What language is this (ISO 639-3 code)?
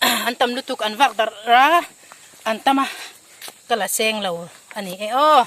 hmr